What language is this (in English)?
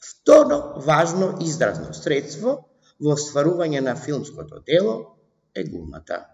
Macedonian